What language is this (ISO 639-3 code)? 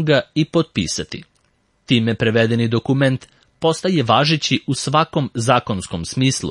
srp